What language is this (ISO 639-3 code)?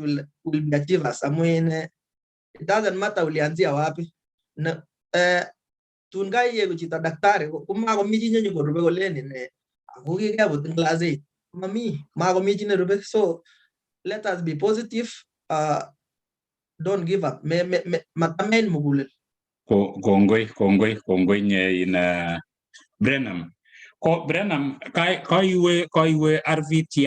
kln